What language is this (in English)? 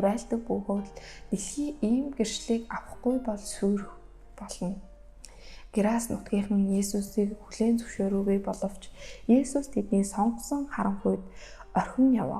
Mongolian